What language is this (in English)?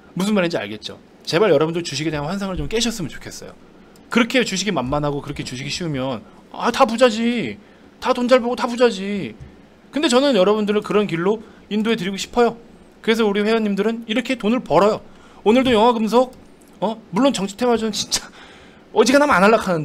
Korean